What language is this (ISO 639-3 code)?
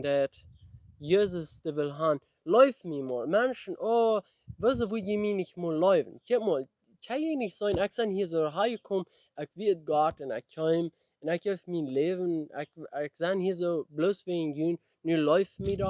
pdt